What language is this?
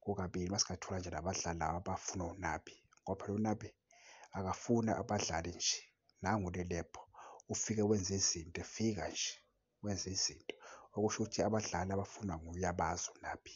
Zulu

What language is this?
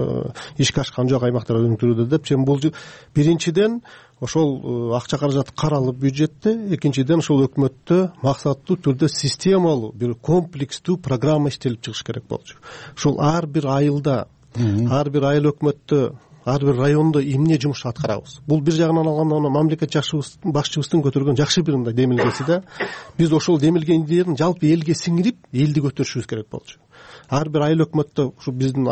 Kyrgyz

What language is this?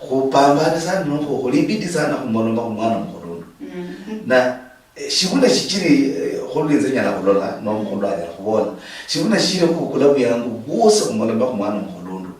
Luyia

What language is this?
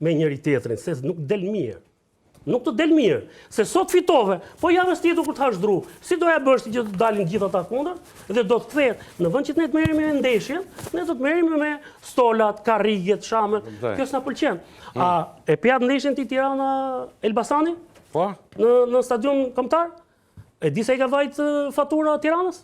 Albanian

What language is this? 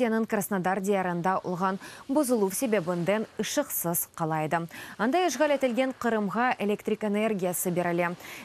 Crimean Tatar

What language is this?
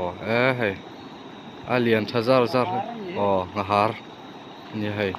Mizo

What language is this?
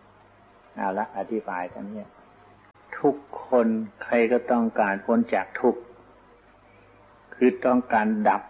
Thai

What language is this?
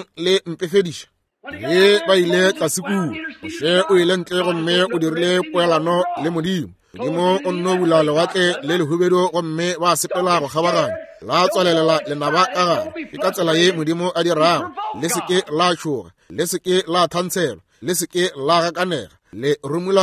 Northern Sotho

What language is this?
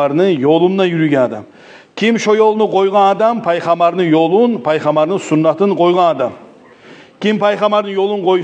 Kumyk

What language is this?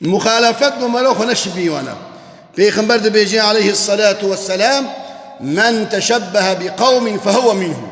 Kurdish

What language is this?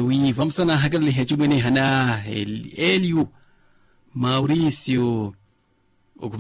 Makhuwa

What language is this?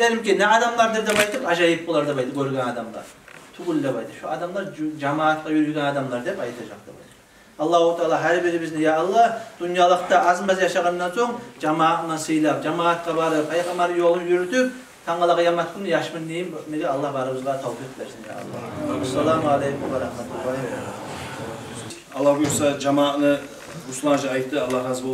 Kumyk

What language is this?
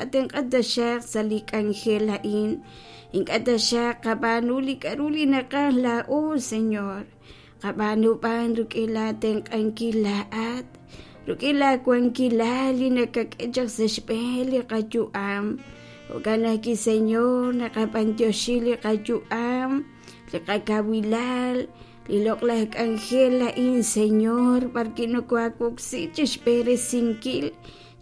Kekchí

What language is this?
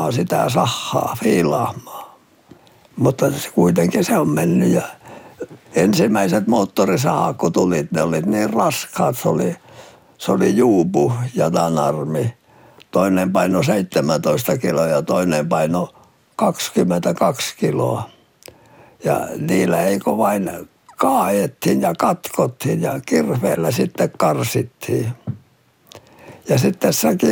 Finnish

